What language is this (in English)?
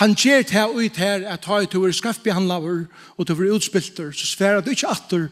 Faroese